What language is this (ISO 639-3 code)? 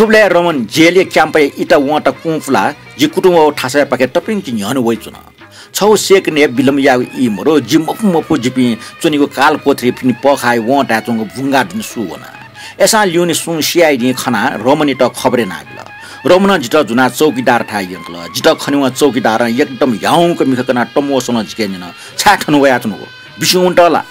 new